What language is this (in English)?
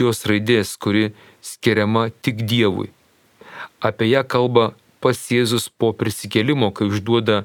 Lithuanian